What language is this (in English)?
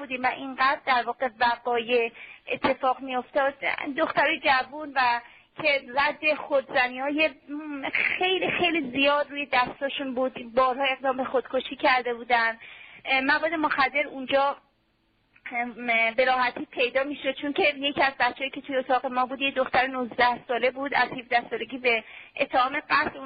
Persian